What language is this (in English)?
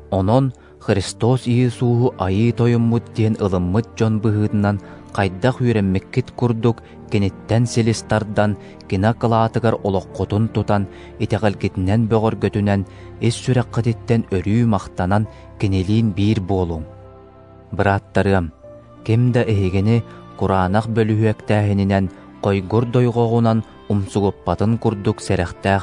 Yakut